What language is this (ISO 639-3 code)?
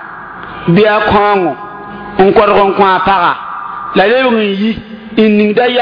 mos